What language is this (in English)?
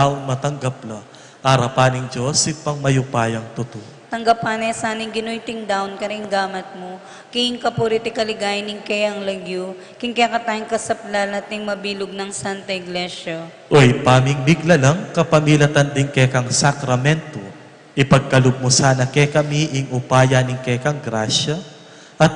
Pampanga